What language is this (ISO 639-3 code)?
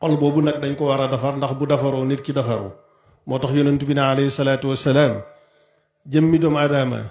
wol